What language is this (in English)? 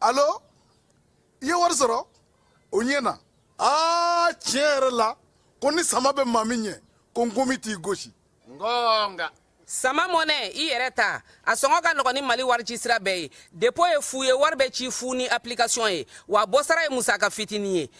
Bambara